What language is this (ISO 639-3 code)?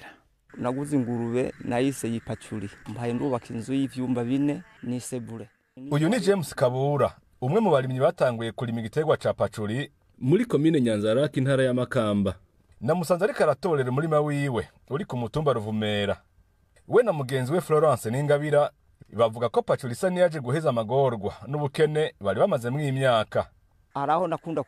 run